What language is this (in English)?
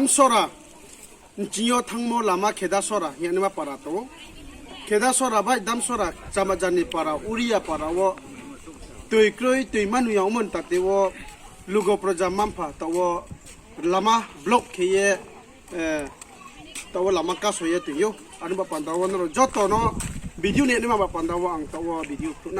Riang (India)